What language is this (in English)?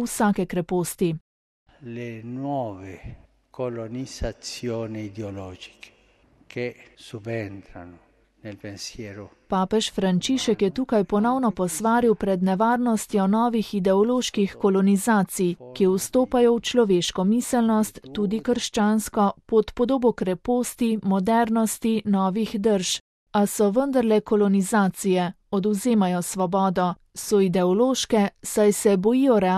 Slovenian